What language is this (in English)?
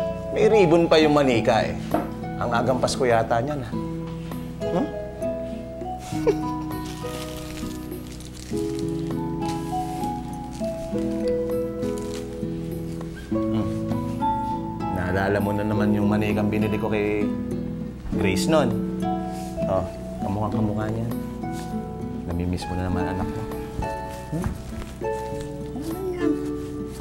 Filipino